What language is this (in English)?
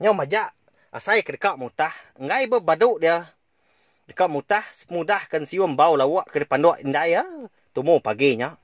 Iban